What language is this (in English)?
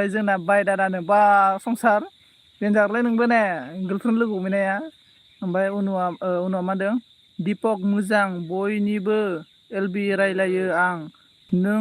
Bodo